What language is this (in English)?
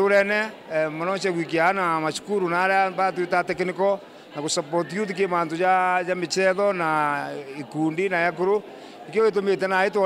Meru